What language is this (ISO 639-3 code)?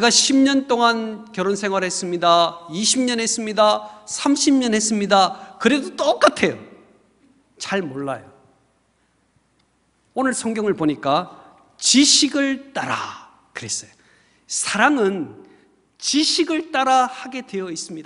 kor